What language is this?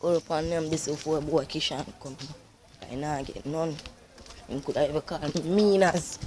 Jamaican Creole English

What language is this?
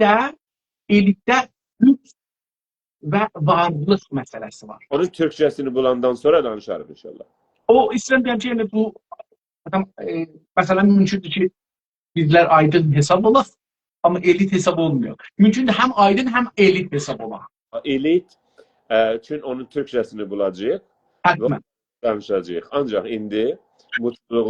South Azerbaijani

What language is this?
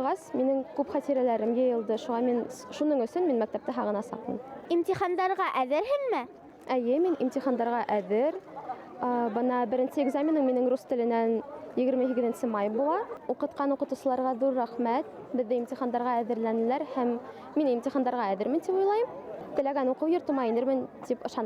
Bashkir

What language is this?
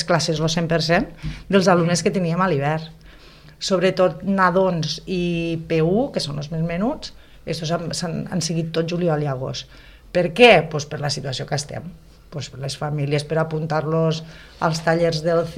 Catalan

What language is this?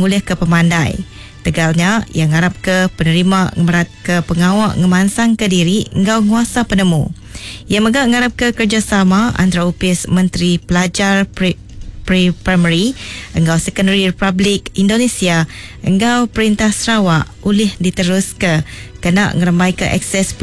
Iban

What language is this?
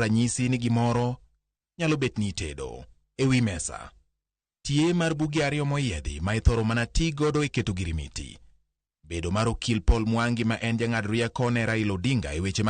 Luo (Kenya and Tanzania)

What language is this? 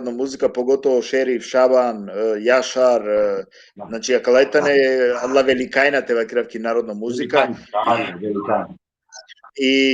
Balkan Romani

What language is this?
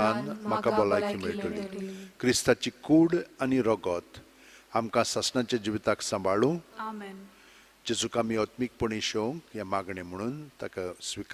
Konkani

